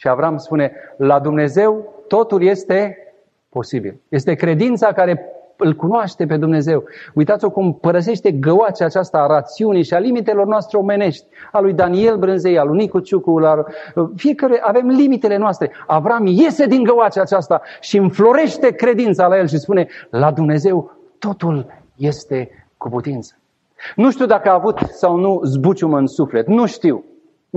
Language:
Romanian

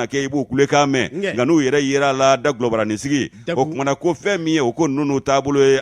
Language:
Bambara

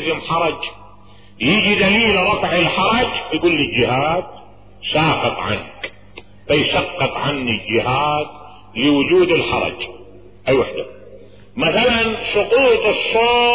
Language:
Mesopotamian Arabic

